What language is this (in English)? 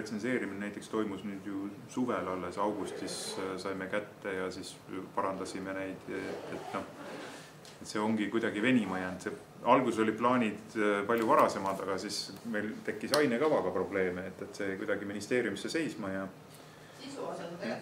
Estonian